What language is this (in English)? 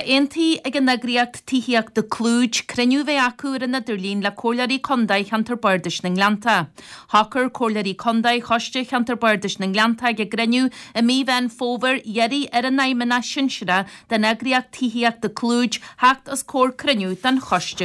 Irish